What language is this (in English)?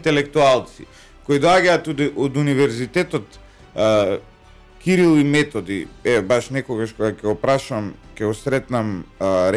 Macedonian